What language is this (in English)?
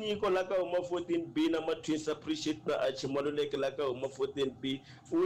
Tsonga